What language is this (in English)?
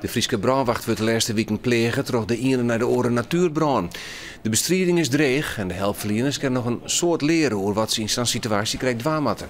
Western Frisian